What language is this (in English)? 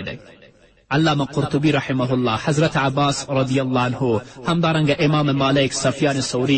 Pashto